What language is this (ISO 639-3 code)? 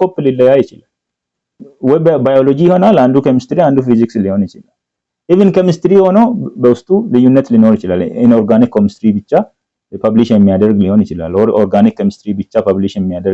amh